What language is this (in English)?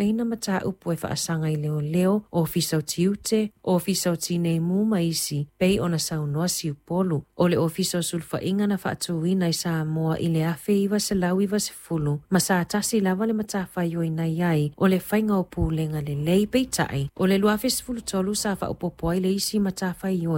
Samoan